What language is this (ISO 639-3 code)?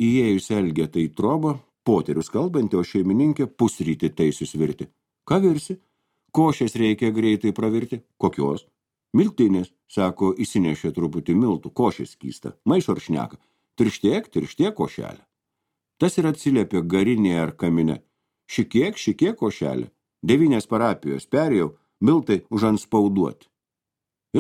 lit